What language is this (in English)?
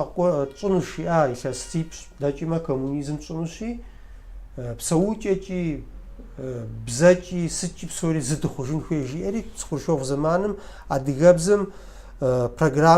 Kabardian